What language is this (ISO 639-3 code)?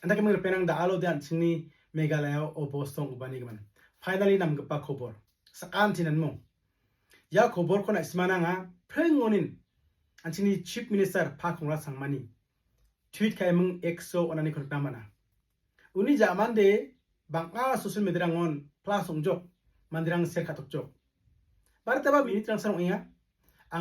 grt